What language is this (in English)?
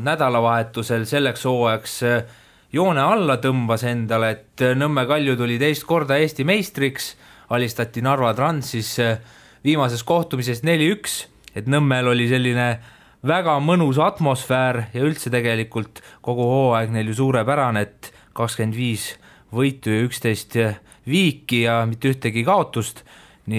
Estonian